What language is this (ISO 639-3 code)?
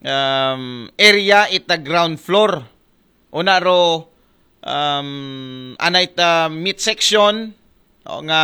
akl